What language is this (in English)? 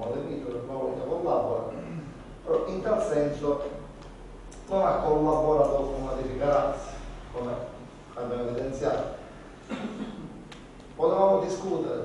Italian